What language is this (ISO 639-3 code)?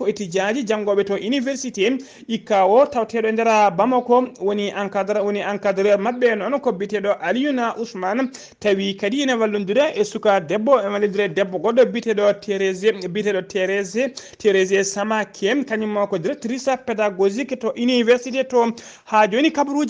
ful